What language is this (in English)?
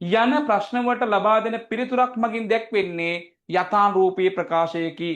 Sinhala